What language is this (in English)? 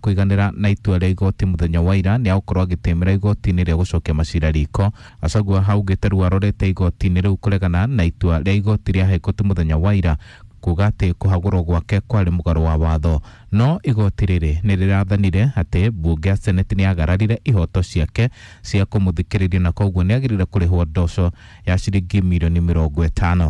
Kikuyu